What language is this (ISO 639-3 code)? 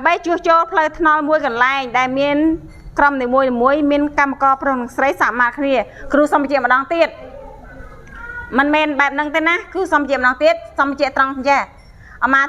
khm